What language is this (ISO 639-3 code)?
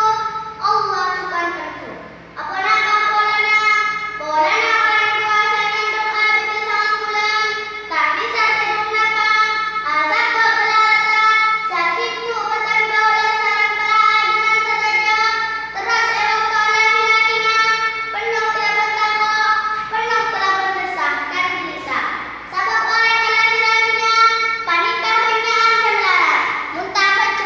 mad